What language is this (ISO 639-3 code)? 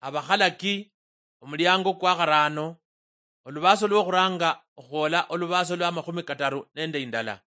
luy